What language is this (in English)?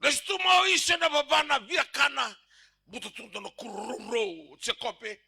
Fijian